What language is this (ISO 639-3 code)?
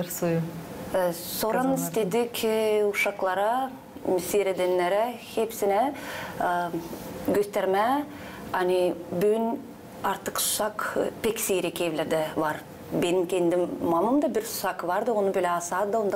gag